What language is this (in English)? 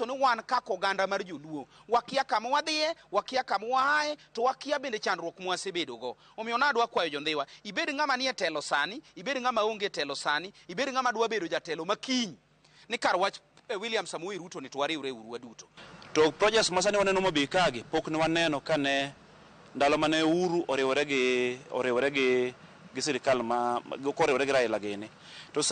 Luo (Kenya and Tanzania)